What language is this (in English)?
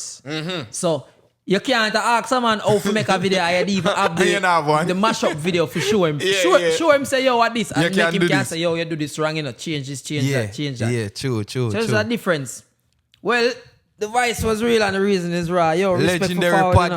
Jamaican Creole English